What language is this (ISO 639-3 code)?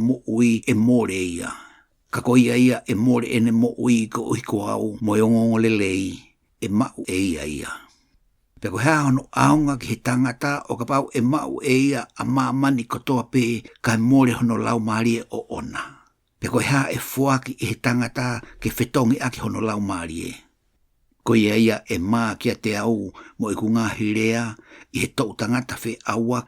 ton